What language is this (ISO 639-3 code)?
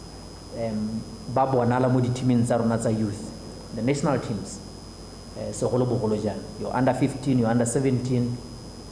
tsn